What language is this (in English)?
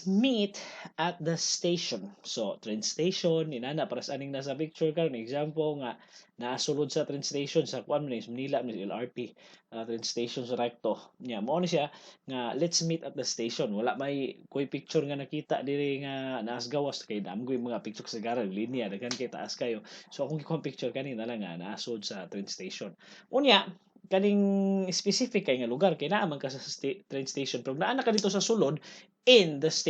Cebuano